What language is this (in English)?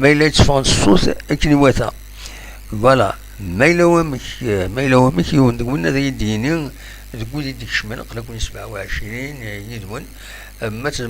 Kabyle